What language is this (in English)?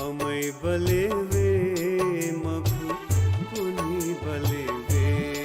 Newari